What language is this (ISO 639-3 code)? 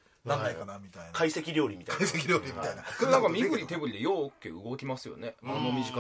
jpn